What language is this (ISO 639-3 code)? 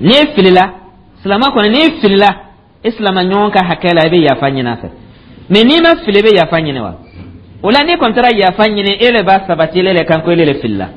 dyu